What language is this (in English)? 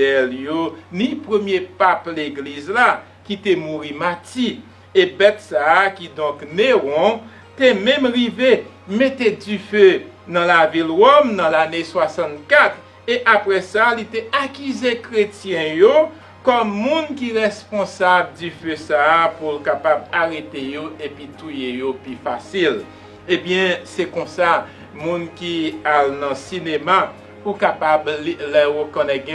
Haitian Creole